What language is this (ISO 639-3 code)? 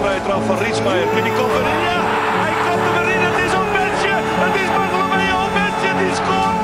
fry